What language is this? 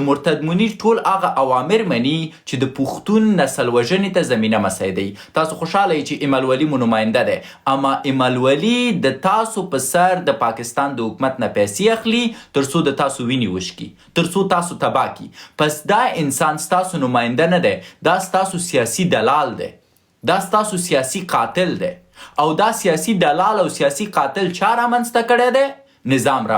Pashto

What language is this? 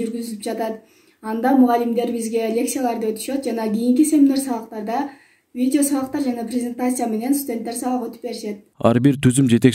Kyrgyz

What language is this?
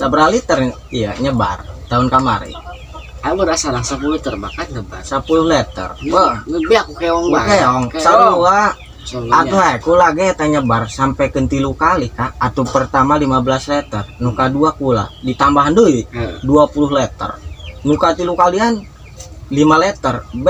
Sundanese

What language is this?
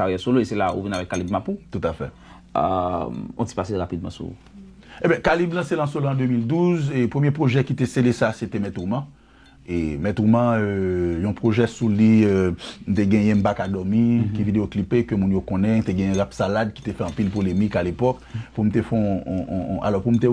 Haitian Creole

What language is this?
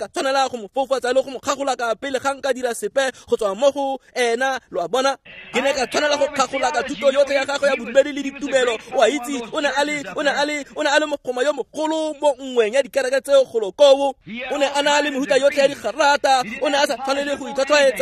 Tswana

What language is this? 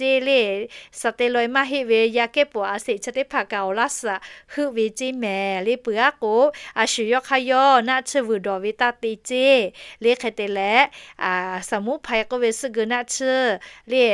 Lahu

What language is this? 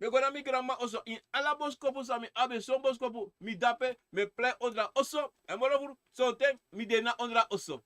Sranan Tongo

